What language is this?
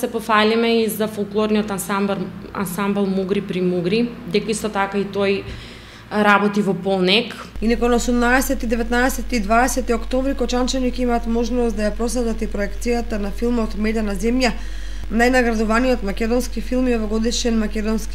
Macedonian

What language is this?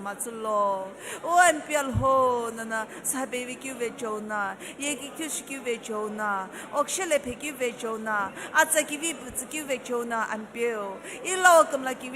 Sumi Naga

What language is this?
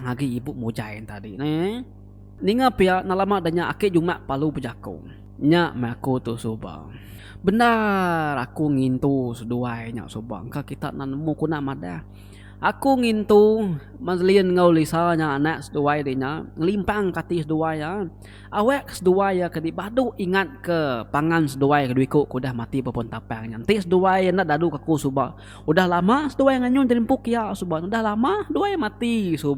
Iban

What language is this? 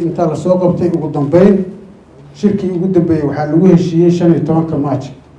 Somali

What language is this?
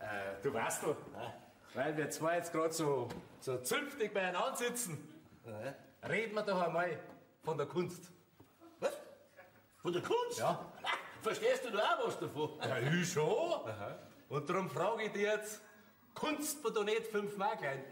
Bavarian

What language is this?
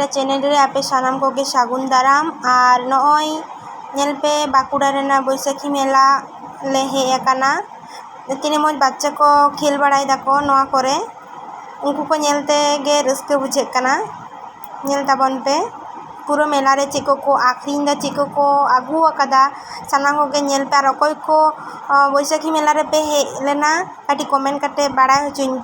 Santali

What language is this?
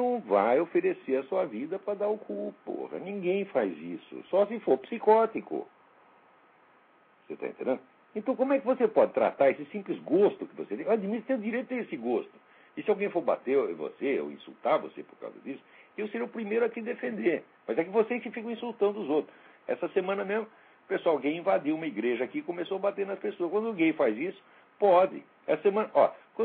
Portuguese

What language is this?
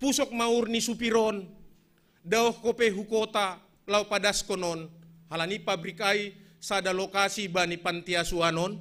Batak Simalungun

